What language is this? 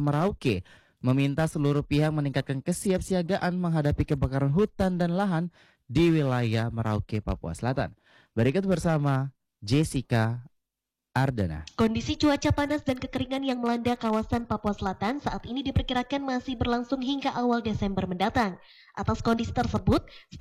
Indonesian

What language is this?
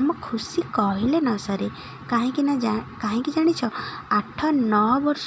Odia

